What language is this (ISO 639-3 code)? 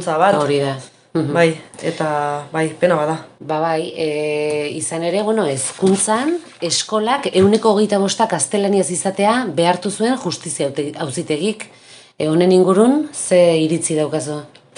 eus